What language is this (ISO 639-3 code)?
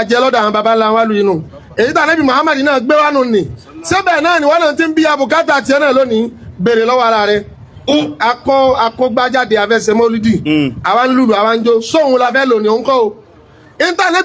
yor